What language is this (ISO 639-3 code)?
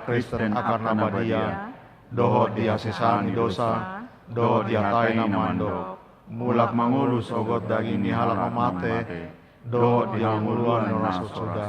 bbc